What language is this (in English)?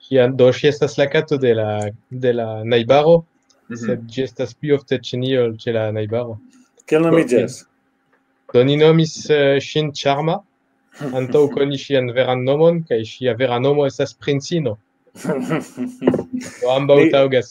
Esperanto